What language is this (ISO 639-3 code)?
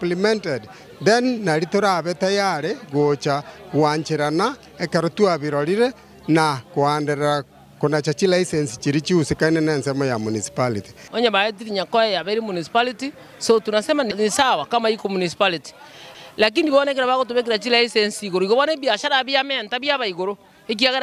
guz